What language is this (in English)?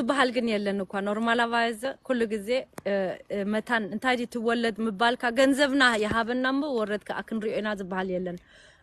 Tigrinya